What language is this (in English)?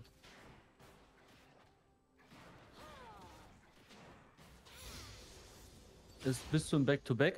German